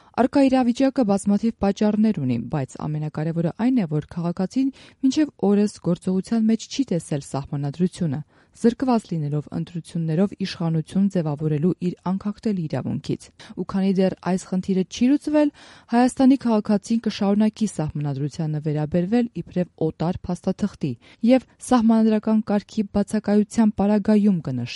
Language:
Armenian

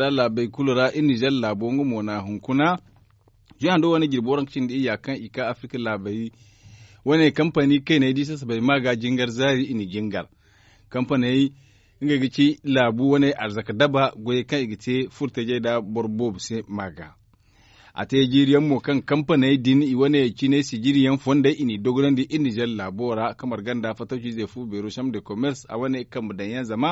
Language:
Zarma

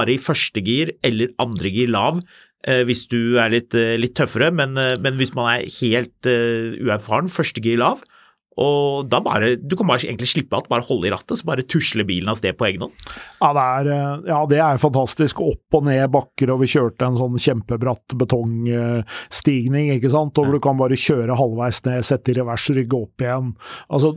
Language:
Norwegian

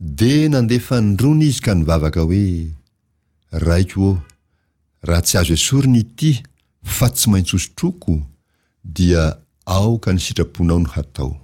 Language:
Malagasy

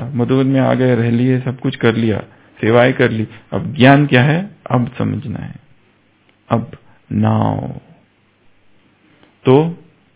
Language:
Hindi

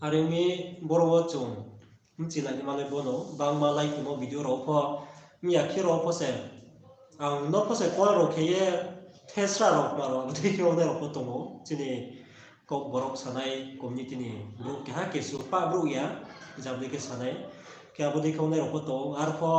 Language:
Riang (India)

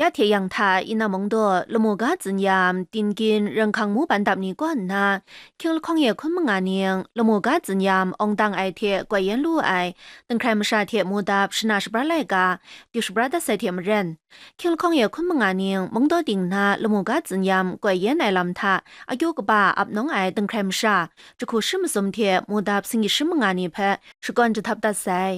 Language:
Kachin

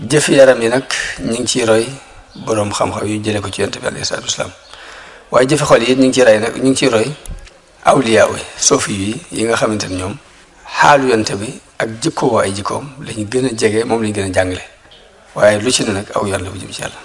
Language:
Wolof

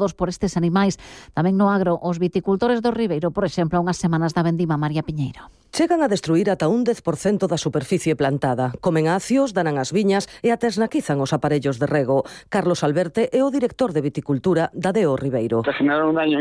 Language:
Galician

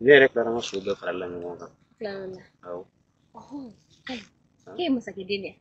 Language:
Bambara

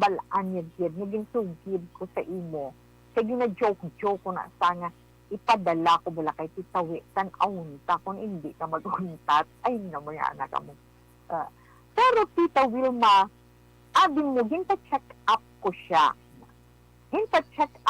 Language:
Hiligaynon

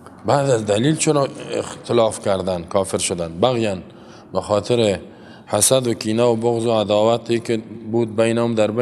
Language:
Persian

